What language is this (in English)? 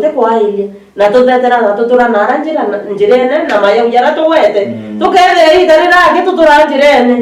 Meru